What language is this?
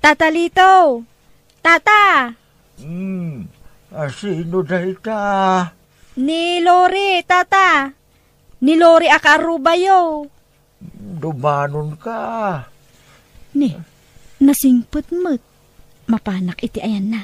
Iloko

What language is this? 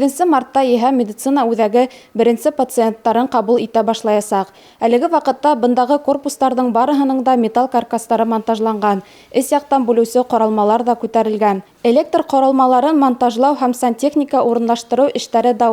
Bashkir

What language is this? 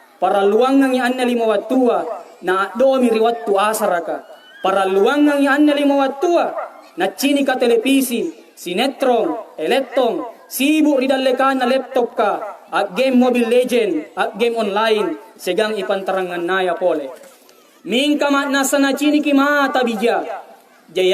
Makasar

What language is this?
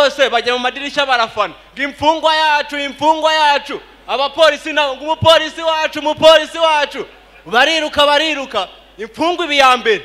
Kinyarwanda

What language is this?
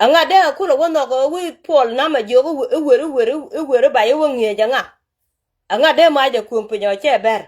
Nuer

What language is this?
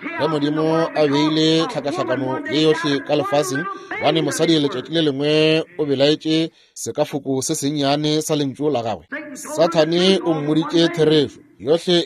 Northern Sotho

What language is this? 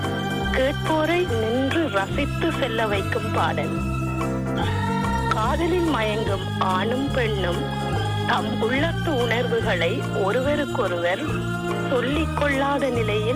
Tamil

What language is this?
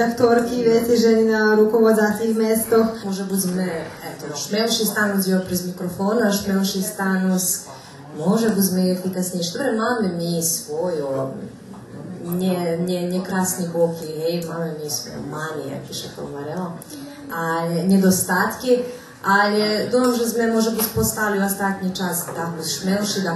Rusyn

